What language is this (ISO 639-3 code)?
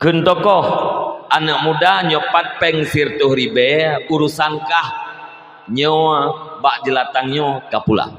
ace